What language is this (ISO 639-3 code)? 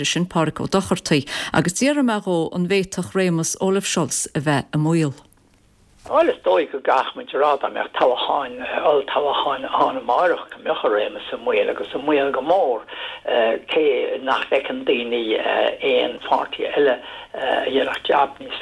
gle